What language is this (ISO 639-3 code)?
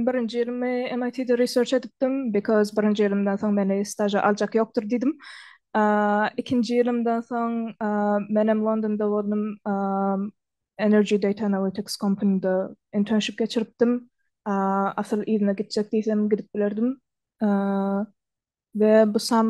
tuk